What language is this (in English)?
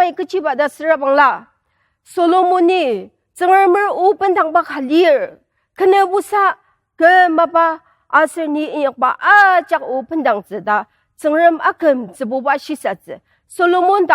Ao Naga